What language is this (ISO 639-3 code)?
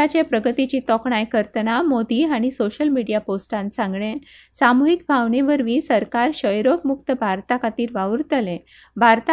kok